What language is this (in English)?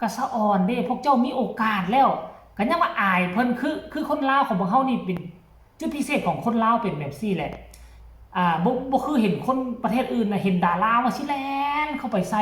Northeastern Thai